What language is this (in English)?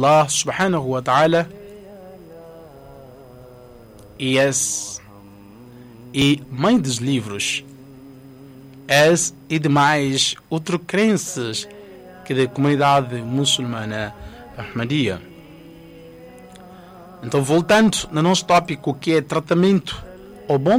Portuguese